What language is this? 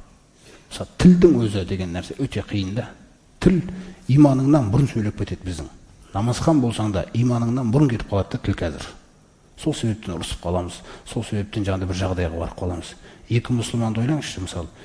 Kazakh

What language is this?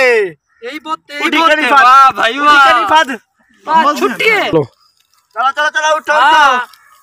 Saraiki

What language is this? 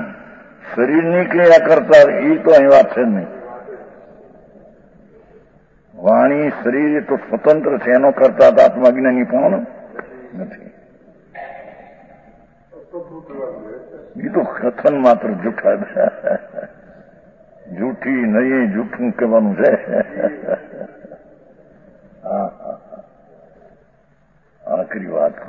Gujarati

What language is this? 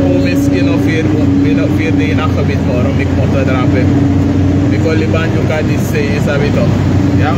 Sranan Tongo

